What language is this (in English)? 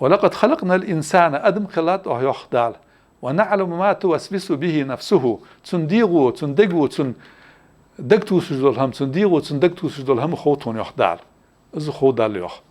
Ingush